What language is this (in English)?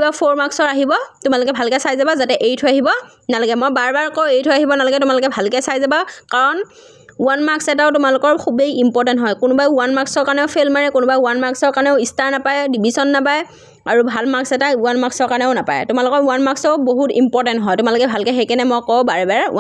Assamese